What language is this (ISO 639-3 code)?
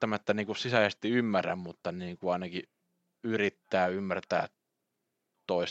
fin